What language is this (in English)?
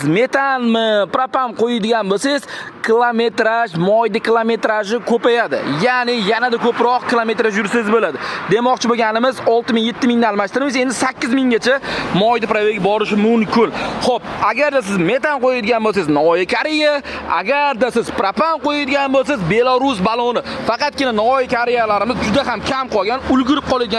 Uzbek